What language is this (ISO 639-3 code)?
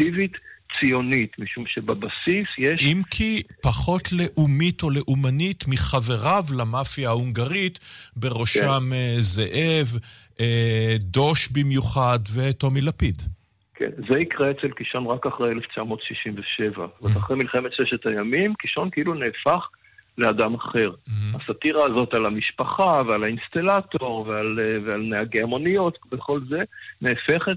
heb